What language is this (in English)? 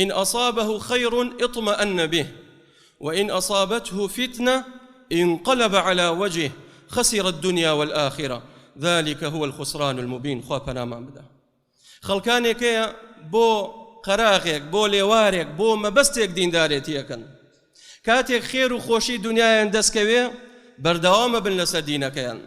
Central Kurdish